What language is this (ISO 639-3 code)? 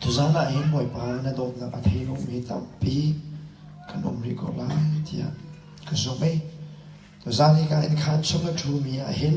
cnh